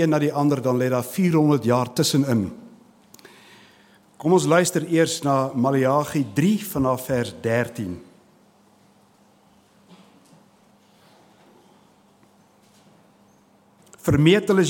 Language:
Afrikaans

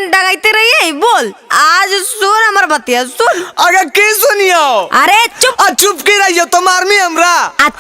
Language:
Magahi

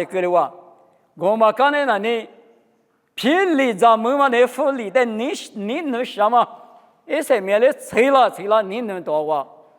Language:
Lisu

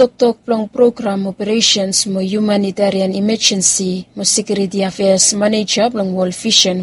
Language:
Bislama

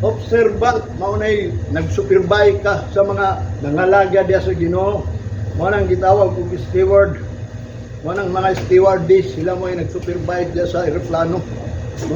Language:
Cebuano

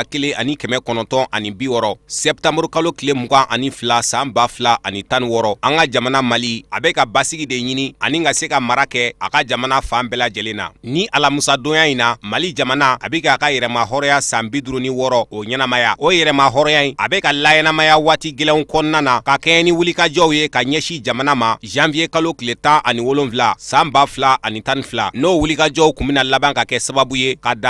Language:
Bambara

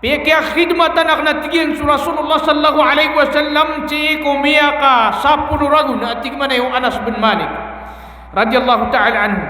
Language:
Maranao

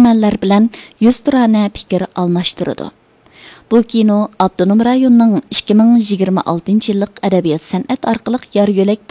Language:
Uyghur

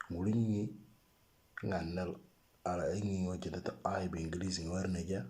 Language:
Moro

